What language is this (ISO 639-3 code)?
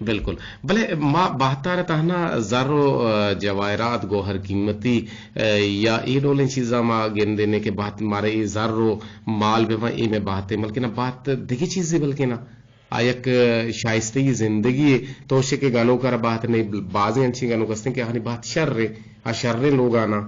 bgp